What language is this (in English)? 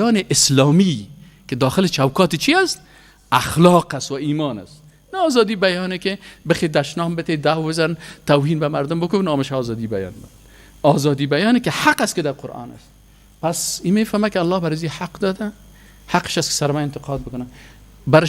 Persian